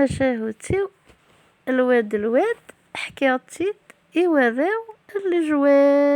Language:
Kabyle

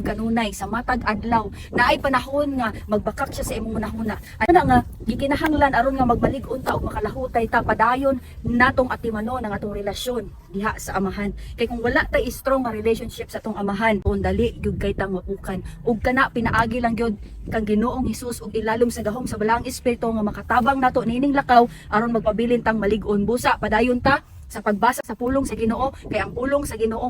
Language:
Cebuano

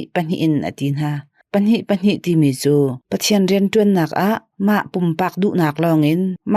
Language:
Hakha Chin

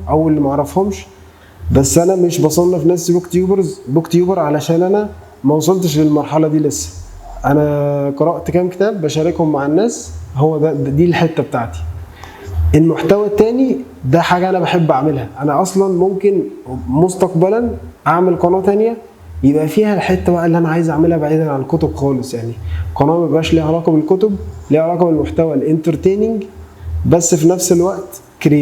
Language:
Egyptian Arabic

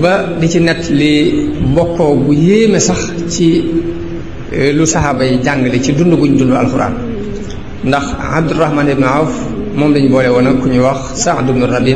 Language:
Wolof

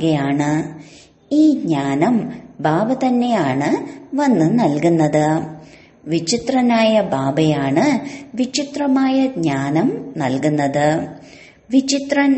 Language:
Malayalam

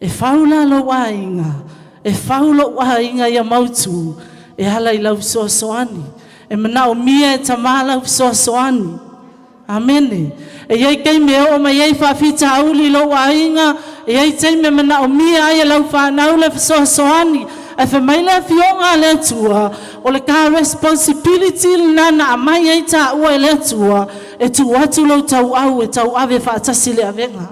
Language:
Samoan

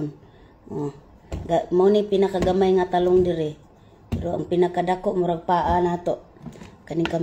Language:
Cebuano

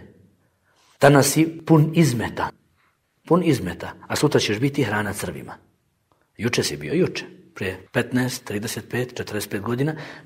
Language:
Bosnian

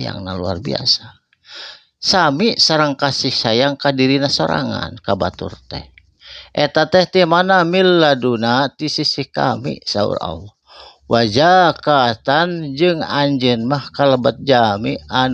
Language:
Sundanese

